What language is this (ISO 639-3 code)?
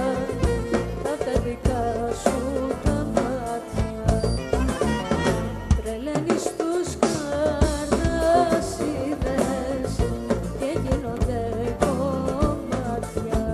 ell